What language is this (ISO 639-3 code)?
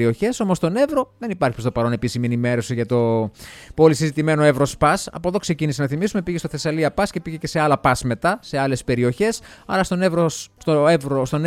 ell